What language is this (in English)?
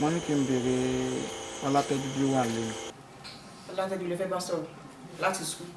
Yoruba